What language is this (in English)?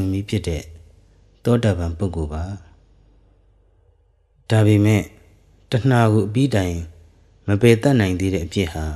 Burmese